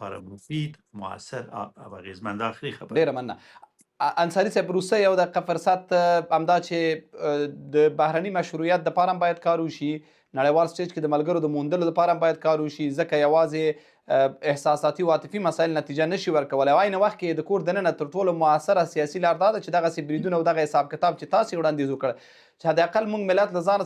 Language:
Pashto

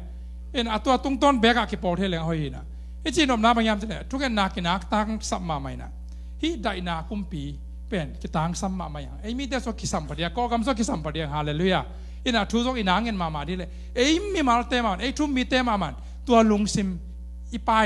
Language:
Tedim Chin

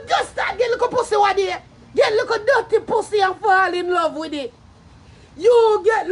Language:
Jamaican Creole English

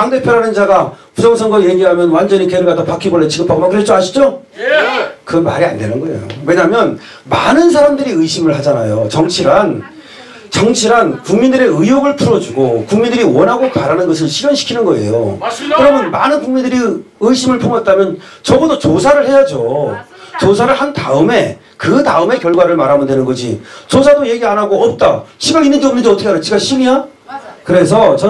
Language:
Korean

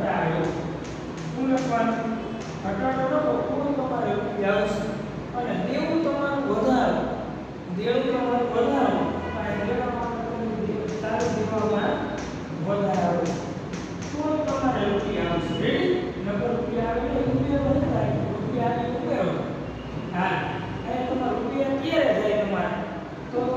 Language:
Gujarati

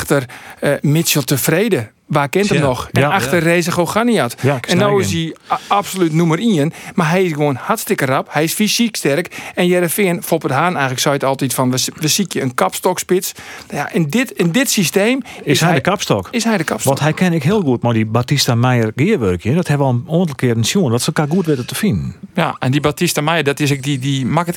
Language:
Western Frisian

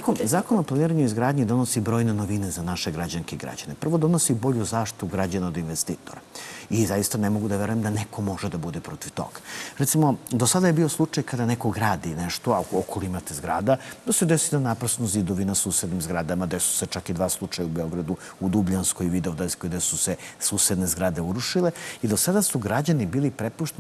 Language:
Serbian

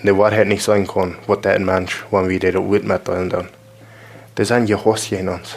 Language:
Plautdietsch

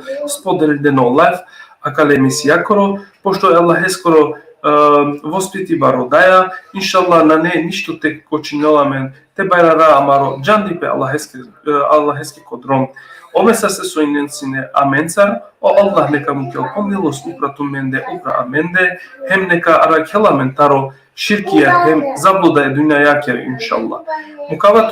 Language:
Balkan Romani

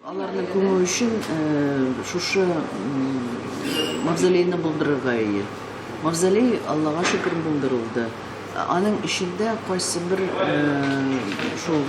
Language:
Tatar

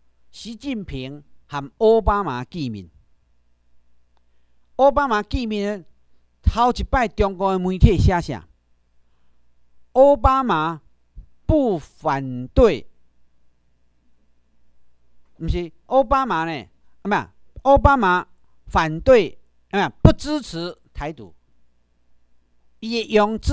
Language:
Chinese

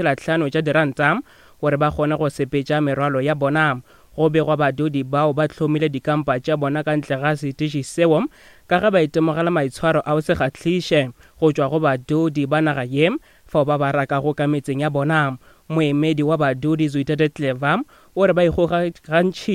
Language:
Northern Sotho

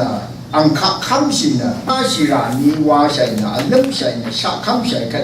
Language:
Rawang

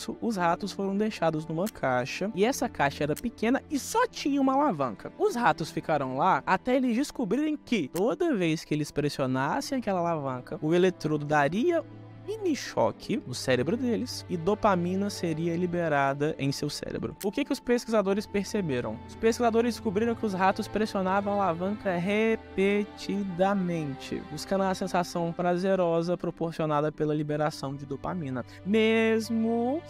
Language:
Portuguese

